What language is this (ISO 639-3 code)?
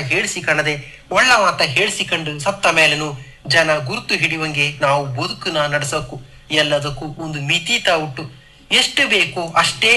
kan